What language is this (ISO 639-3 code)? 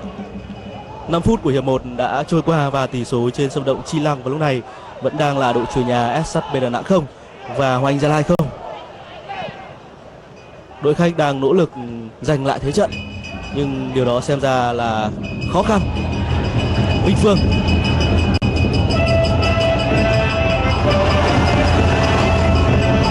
vie